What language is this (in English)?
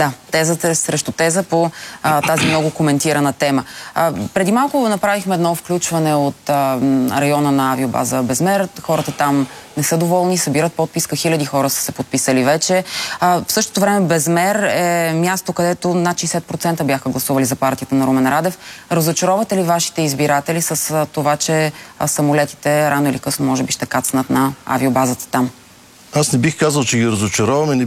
Bulgarian